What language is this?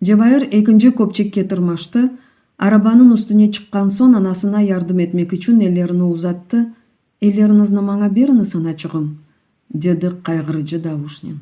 Crimean Tatar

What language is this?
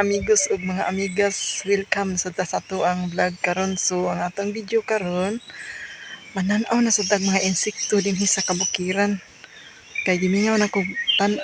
Cebuano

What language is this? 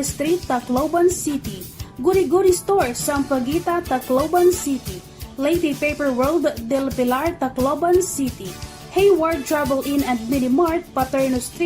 Waray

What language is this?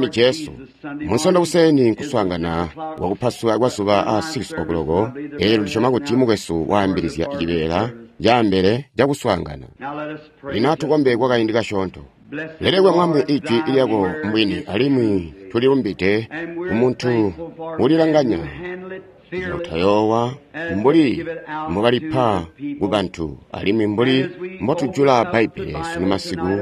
Tonga (Zambia)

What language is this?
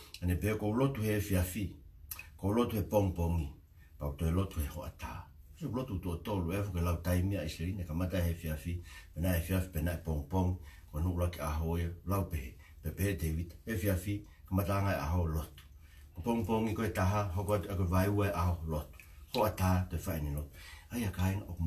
Tongan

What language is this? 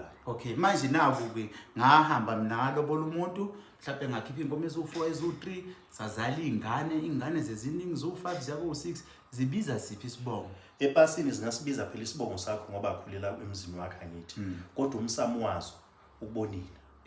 Zulu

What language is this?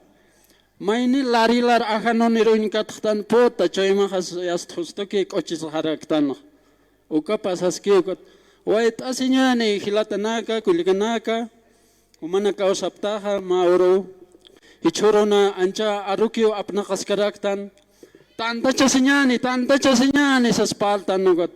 Aymara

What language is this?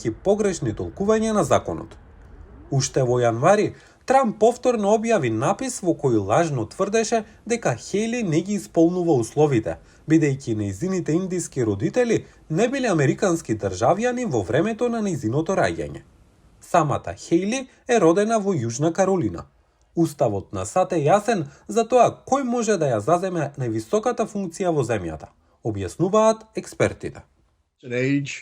Macedonian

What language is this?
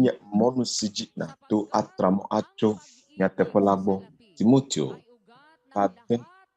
Ewe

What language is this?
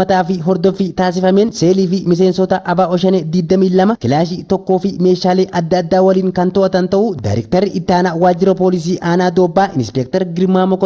Oromo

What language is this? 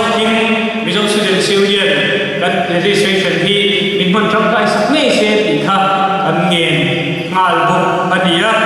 Mizo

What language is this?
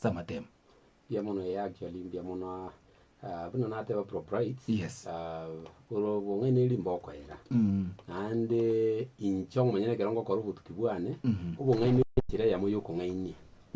Gusii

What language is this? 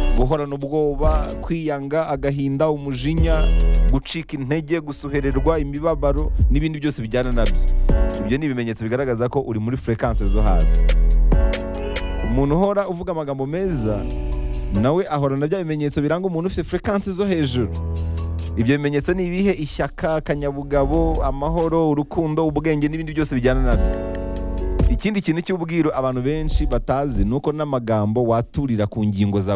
Kinyarwanda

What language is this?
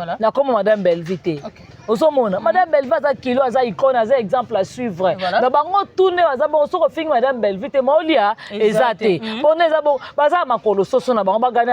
Lingala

